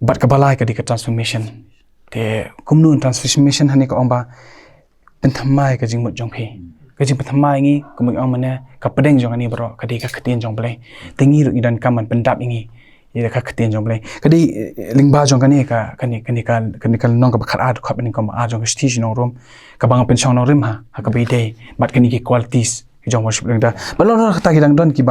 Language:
Khasi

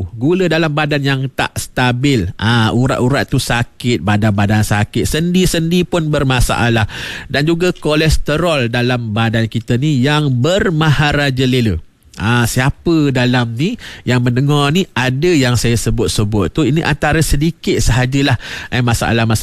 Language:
Malay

